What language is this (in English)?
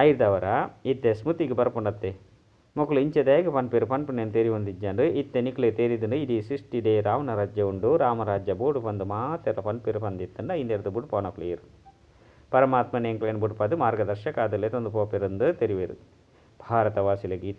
Tulu